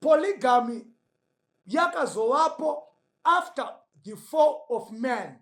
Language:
Shona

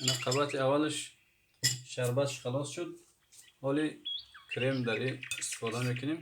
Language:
Tajik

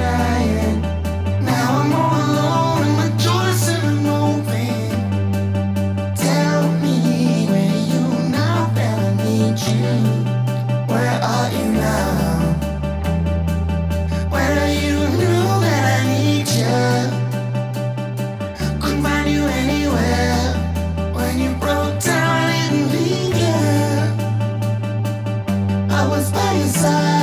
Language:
English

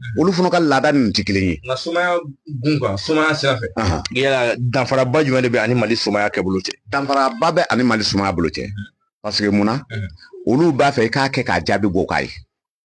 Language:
Bambara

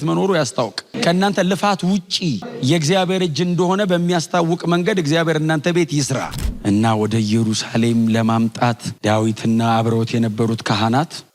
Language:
Amharic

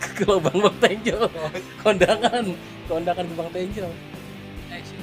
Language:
Betawi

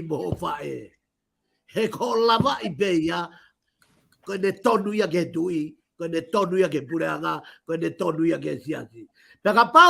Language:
Tongan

